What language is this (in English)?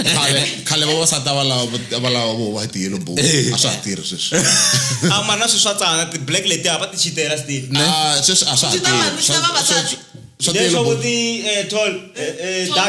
Tsonga